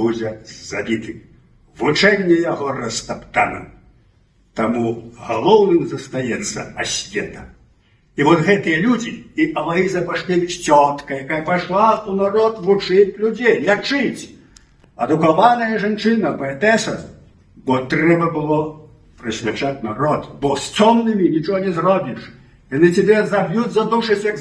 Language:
Belarusian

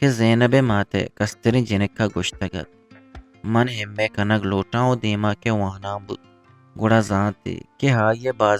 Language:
Eastern Balochi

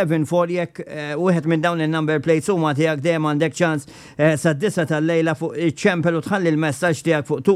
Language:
Maltese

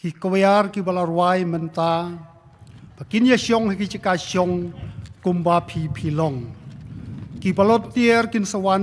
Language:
Khasi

